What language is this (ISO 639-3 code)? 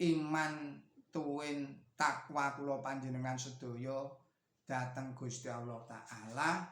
jav